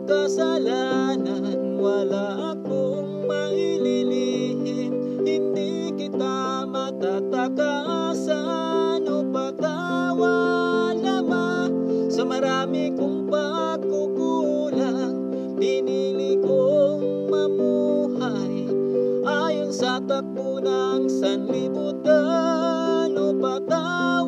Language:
Filipino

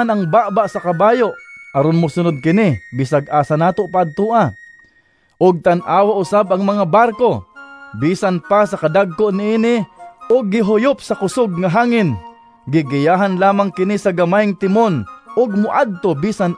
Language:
Cebuano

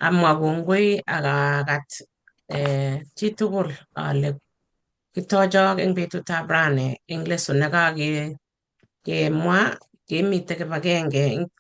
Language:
Kalenjin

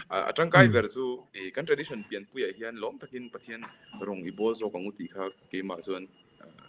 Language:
Mizo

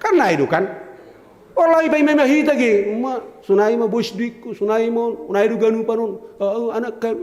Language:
Batak Simalungun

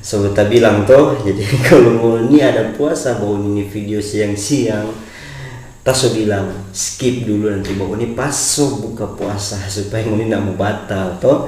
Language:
Manado Malay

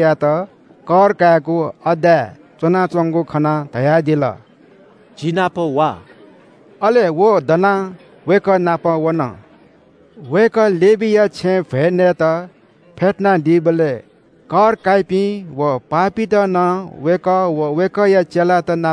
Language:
Newari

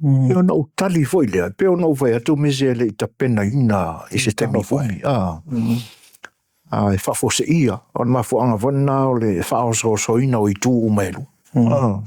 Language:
Samoan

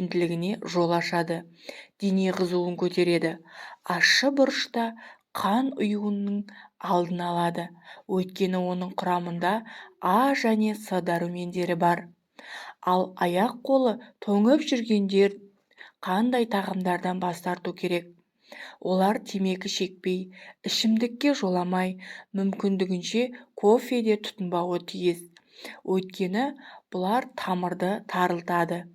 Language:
Kazakh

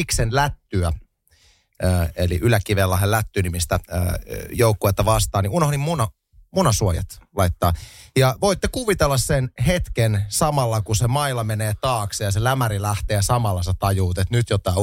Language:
Finnish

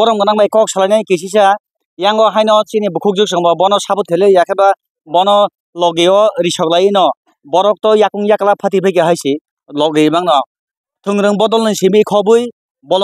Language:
Kok Borok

